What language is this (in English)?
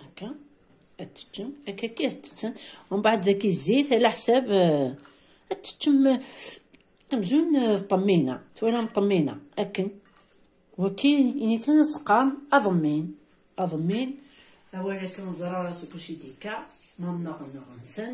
Kabyle